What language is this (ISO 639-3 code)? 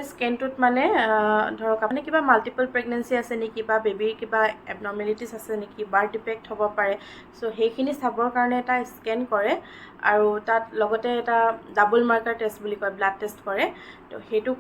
asm